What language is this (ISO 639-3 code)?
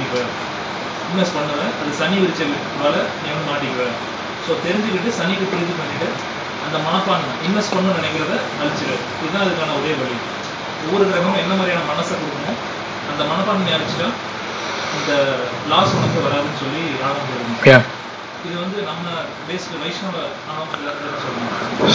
tam